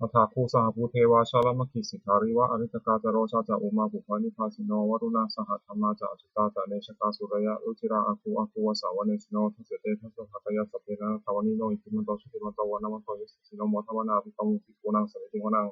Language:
Pali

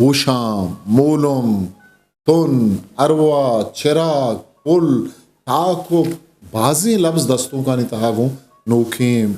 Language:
Eastern Balochi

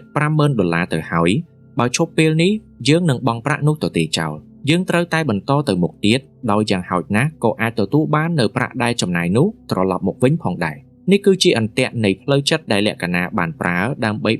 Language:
Khmer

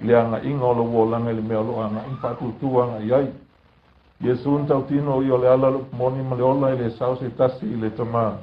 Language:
Samoan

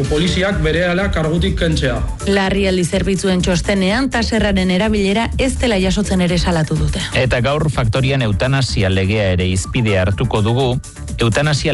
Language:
Basque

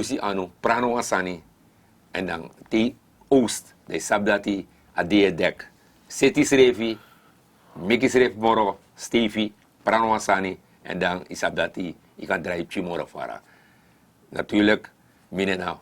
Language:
Sranan Tongo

